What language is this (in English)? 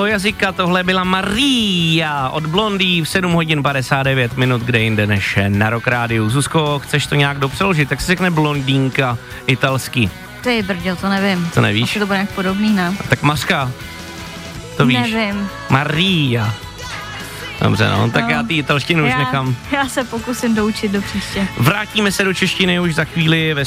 Czech